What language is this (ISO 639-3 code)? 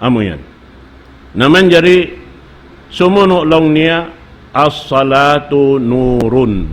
tsg